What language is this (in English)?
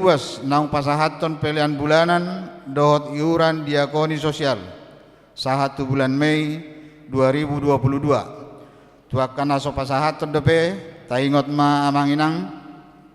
Batak Toba